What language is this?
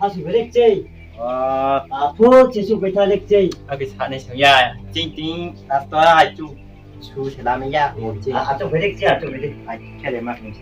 Riang (India)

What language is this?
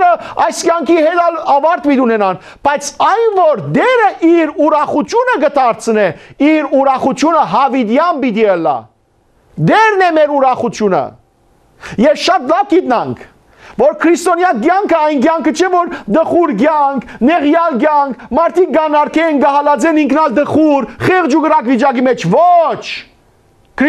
Western Armenian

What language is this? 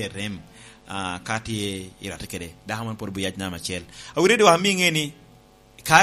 Lango (Uganda)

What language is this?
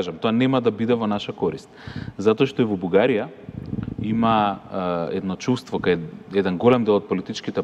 Macedonian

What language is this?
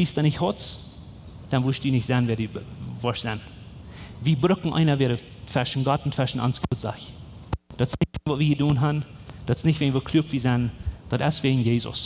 Plautdietsch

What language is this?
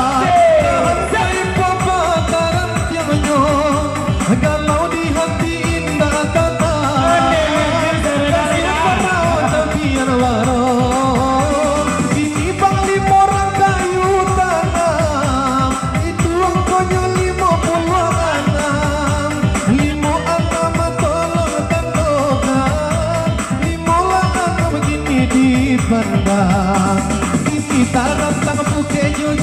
Minangkabau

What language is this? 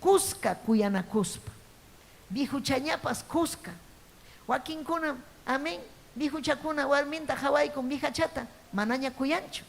Ayacucho Quechua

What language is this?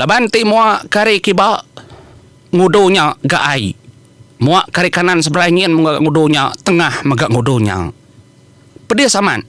Iban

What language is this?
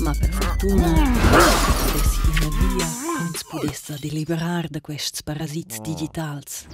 Romansh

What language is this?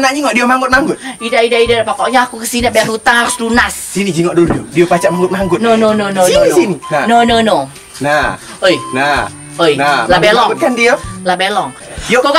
Musi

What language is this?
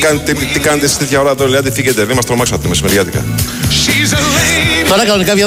Greek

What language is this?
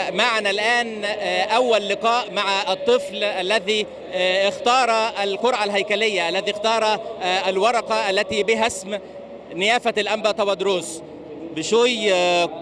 Egyptian Arabic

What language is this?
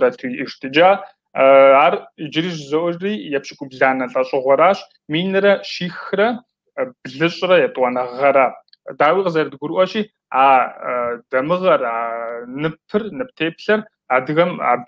Kabardian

